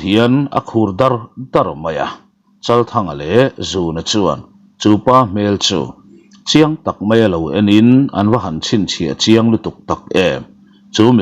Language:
Mizo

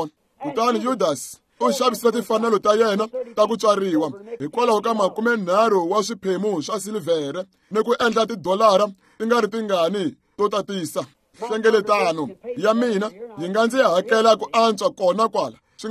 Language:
Tsonga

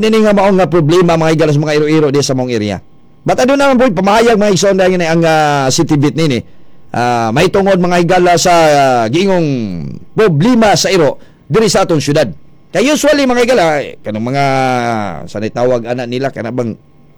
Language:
Cebuano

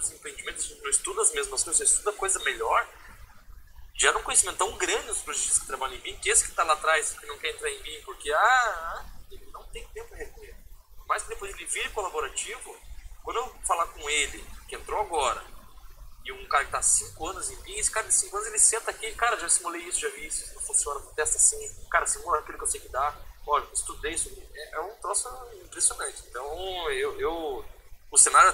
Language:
Portuguese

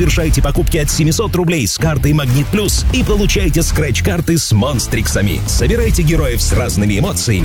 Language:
Russian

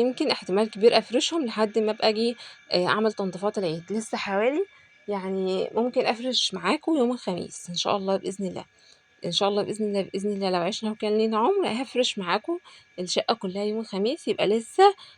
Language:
Egyptian Arabic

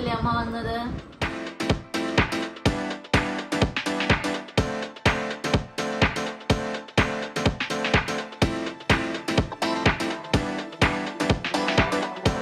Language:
Malayalam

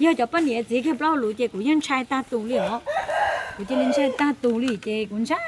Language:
Hmong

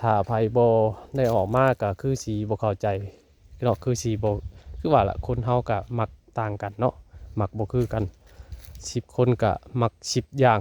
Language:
Lao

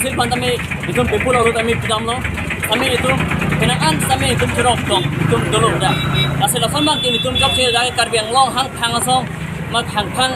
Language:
Karbi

